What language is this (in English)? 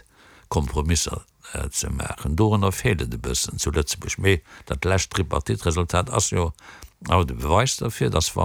Luxembourgish